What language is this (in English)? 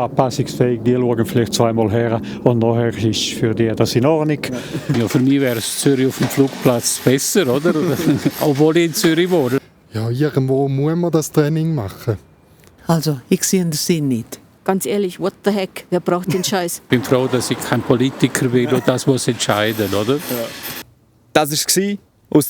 Swiss German